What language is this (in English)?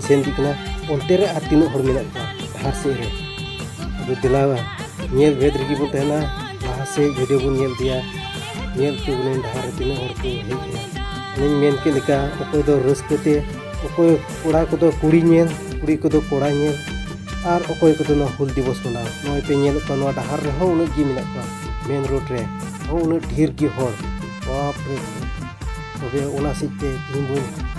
Santali